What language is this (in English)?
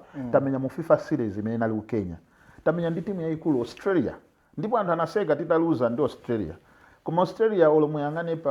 Nyanja